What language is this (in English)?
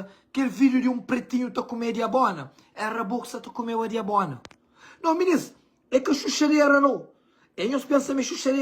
Kabuverdianu